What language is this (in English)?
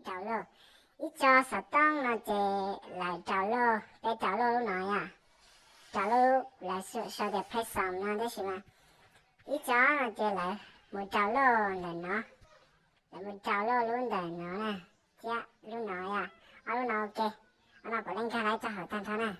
Hmong